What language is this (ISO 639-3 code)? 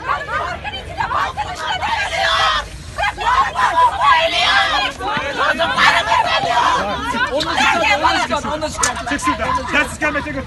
tur